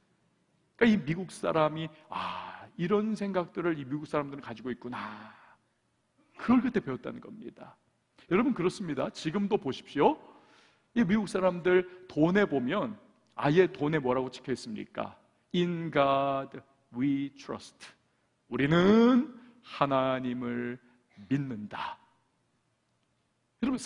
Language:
Korean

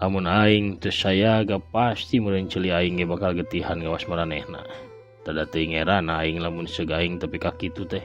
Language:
Sundanese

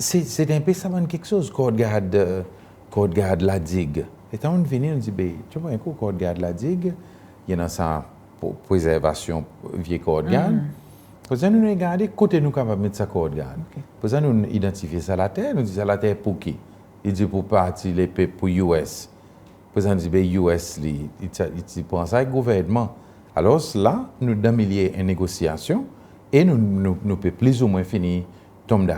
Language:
Seselwa Creole French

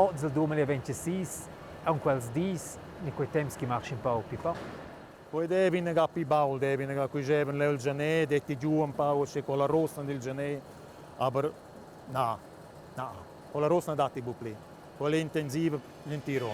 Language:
Romansh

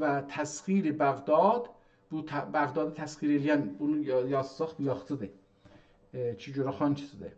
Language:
South Azerbaijani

